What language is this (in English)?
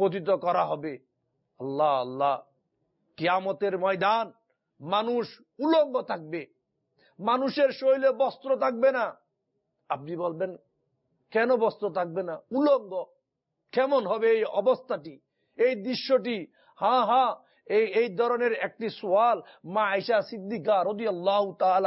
Bangla